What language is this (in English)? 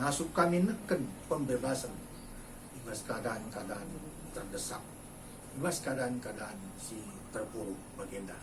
Batak Karo